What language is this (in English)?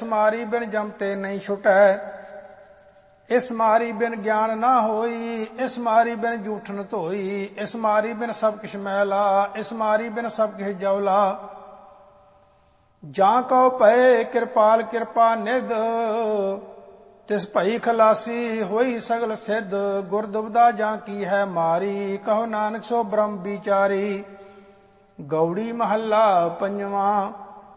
Punjabi